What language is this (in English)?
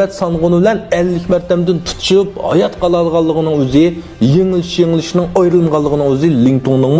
Uyghur